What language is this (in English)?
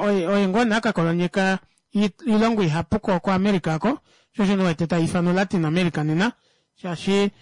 Kuanyama